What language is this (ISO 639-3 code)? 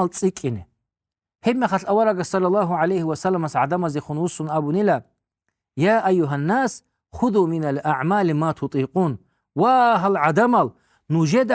ava